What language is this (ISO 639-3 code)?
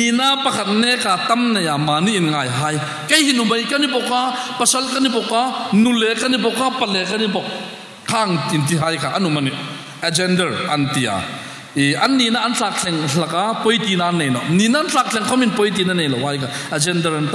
hmr